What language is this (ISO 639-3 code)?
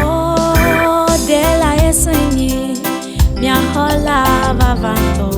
ewe